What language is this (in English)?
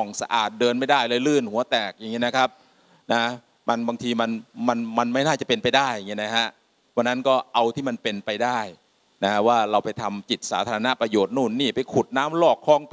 Thai